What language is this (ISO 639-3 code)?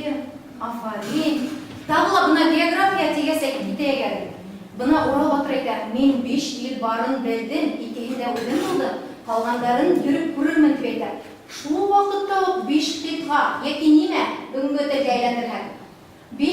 bak